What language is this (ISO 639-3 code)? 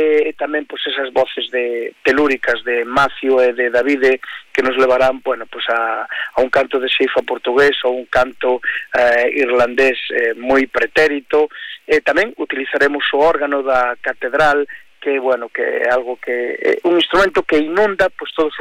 glg